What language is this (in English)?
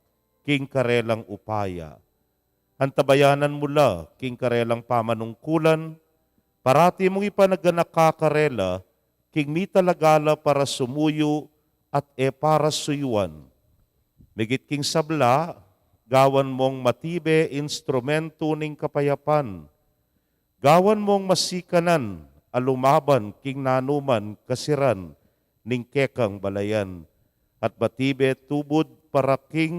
Pampanga